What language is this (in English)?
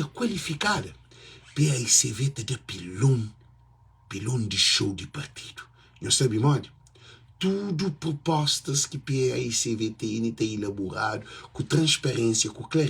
Kabuverdianu